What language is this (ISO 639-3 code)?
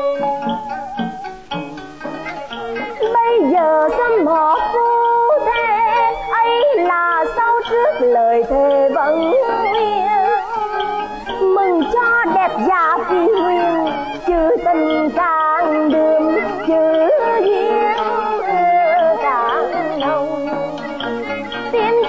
vie